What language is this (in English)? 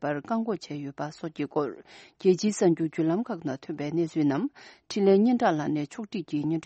Tibetan